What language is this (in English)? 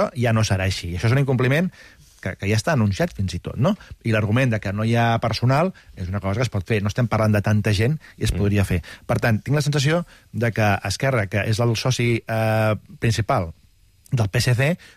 Catalan